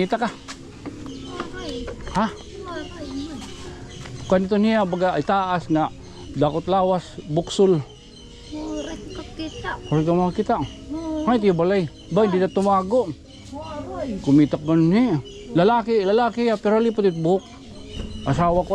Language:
Waray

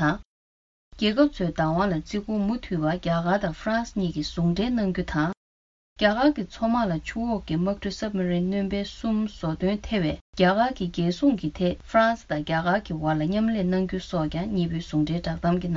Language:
Tibetan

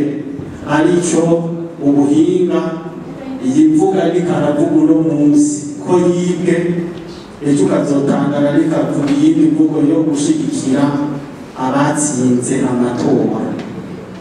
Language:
Rundi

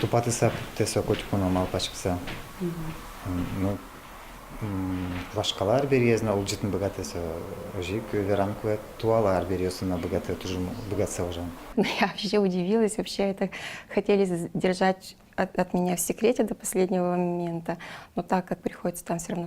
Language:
Udmurt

